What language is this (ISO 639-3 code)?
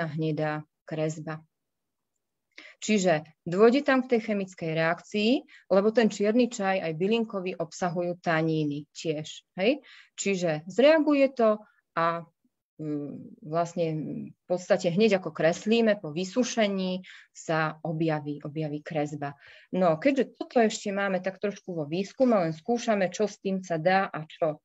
slk